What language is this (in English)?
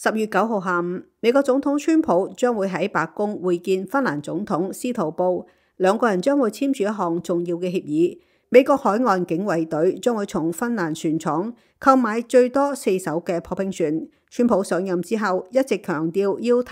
Cantonese